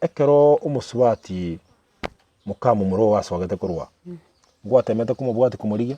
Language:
Gusii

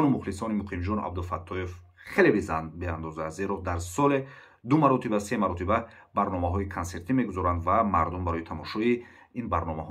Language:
Tajik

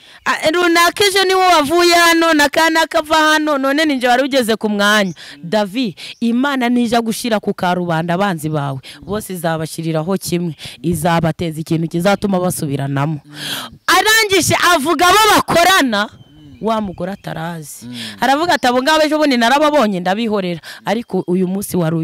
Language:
Kinyarwanda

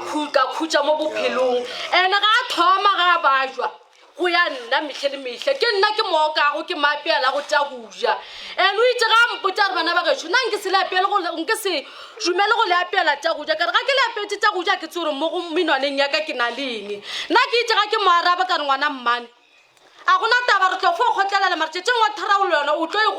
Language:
Northern Sotho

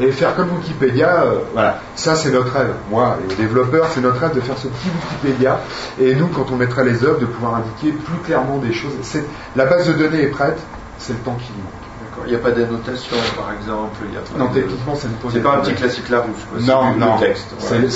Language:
French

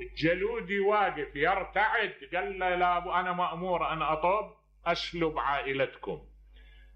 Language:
Mesopotamian Arabic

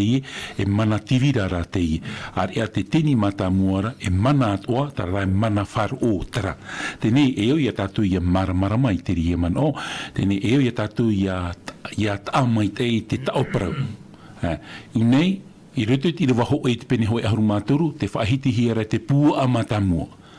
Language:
Tahitian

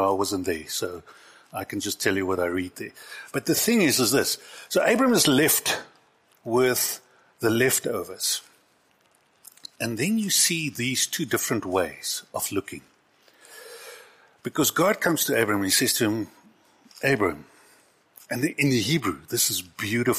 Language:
English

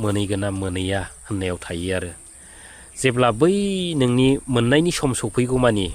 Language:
Bodo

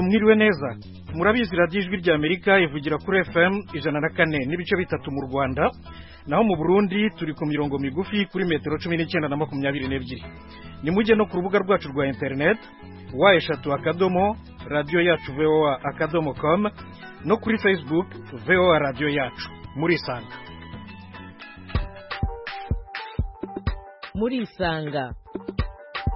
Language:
Kinyarwanda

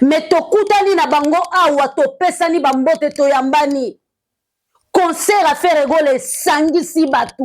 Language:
Lingala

